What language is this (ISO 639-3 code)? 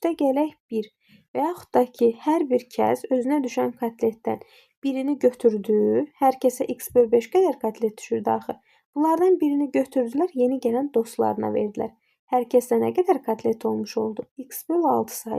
aze